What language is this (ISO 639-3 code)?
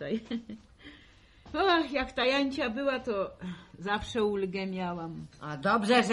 pol